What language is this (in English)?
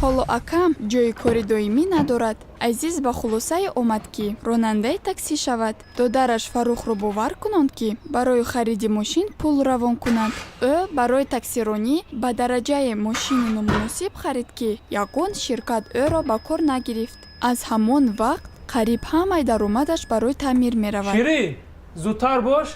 Tajik